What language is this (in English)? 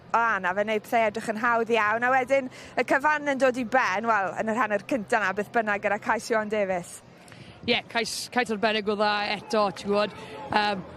Welsh